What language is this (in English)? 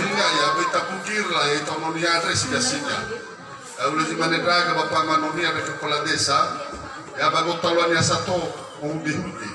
Nias